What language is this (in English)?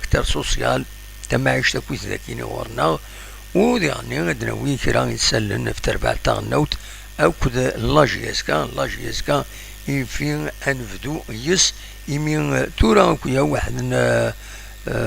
Kabyle